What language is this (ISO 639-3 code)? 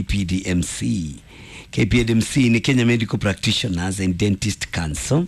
kik